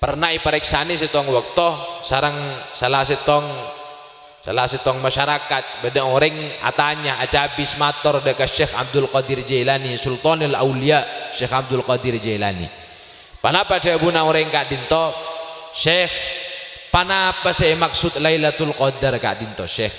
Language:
Madurese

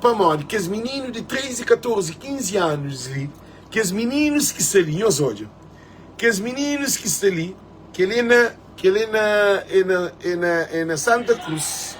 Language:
Kabuverdianu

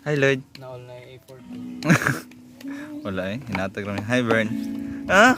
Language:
Cebuano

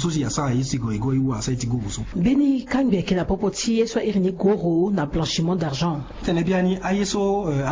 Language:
Sango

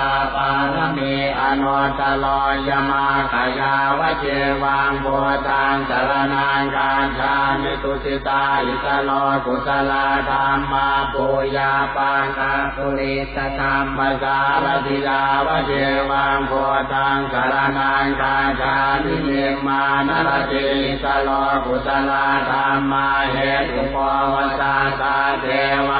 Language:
Pali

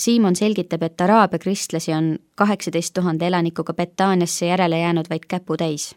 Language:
Estonian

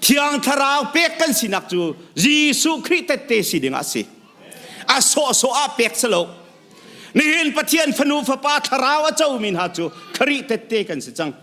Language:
Hakha Chin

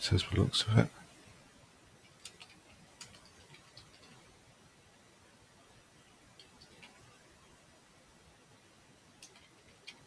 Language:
English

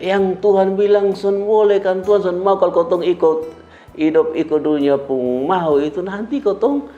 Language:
Kupang Malay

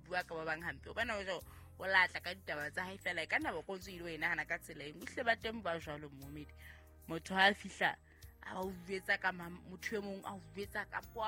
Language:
Southern Sotho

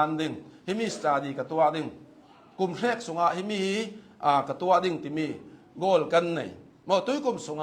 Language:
Hakha Chin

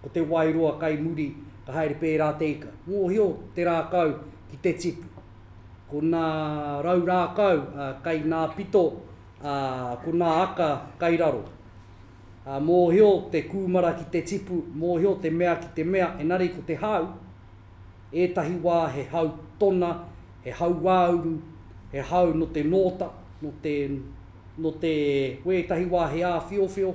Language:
Māori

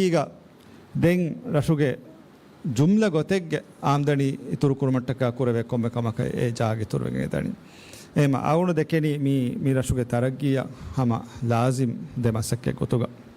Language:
Divehi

